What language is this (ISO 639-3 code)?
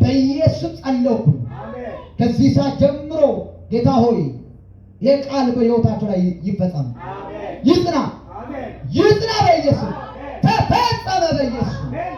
amh